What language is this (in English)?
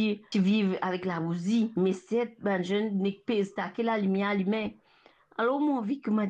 Morisyen